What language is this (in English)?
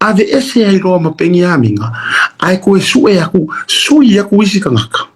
Samoan